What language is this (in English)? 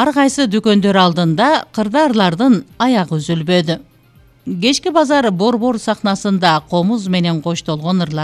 Kyrgyz